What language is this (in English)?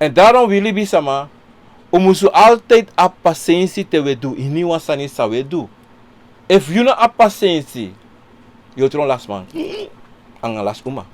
Sranan Tongo